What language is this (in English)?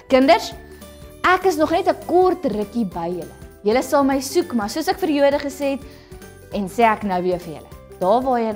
Afrikaans